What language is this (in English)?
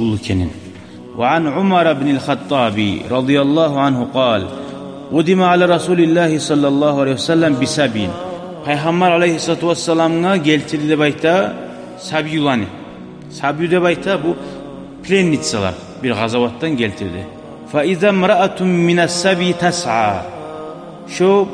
Kumyk